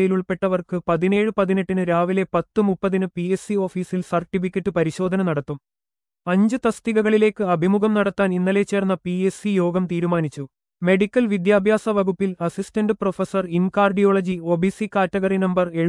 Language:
Malayalam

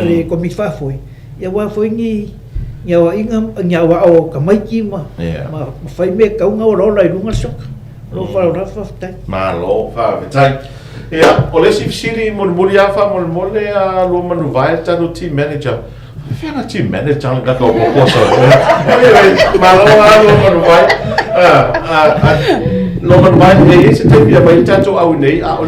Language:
Samoan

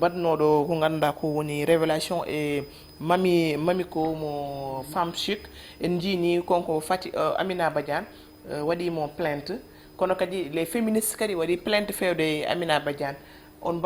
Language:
Fula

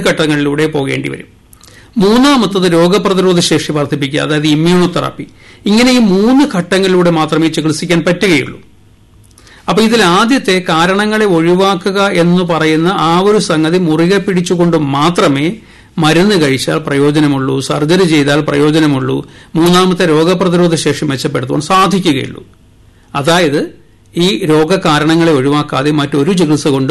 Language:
Malayalam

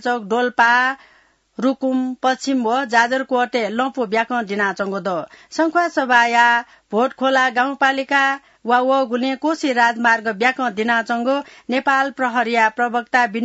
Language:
Newari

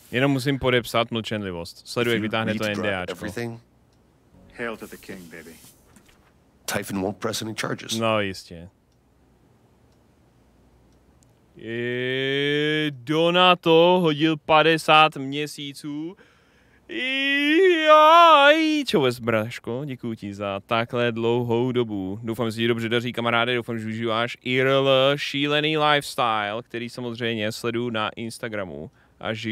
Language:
Czech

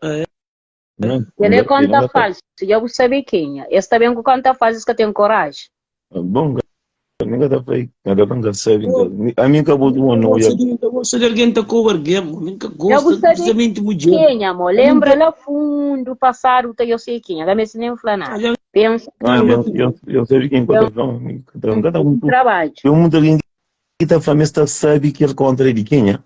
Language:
Kabuverdianu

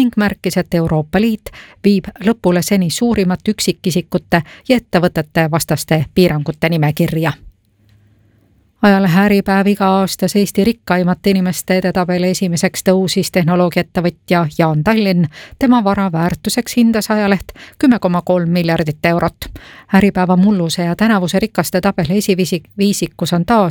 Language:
Estonian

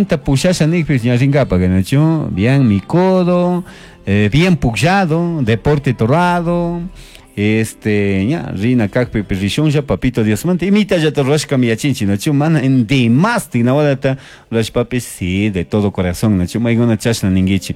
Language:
Chimborazo Highland Quichua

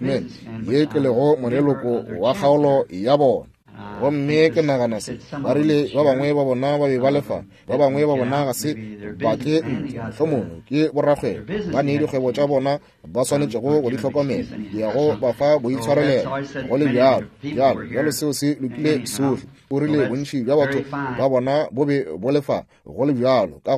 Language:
Northern Sotho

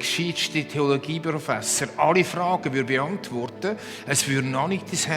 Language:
Swiss German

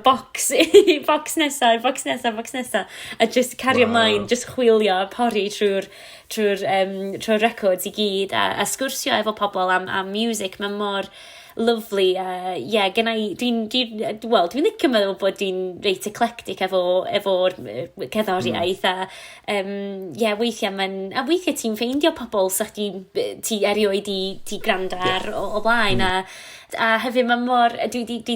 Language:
Welsh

